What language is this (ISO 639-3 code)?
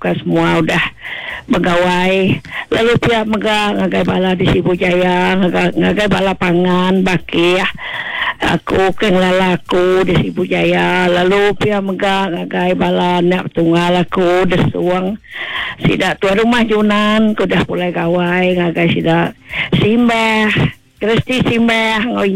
iba